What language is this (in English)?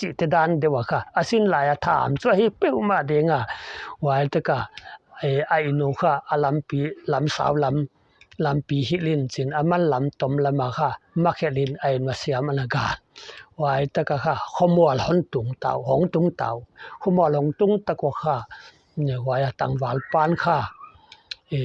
Paite Chin